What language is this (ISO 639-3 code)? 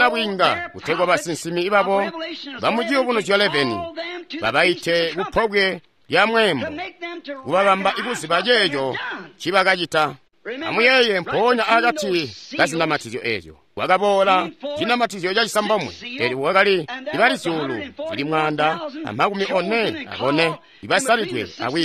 toi